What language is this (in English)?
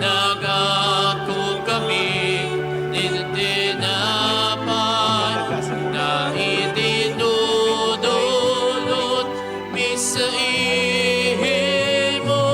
Bikol